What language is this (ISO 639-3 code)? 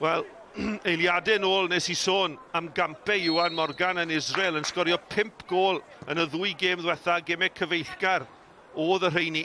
cym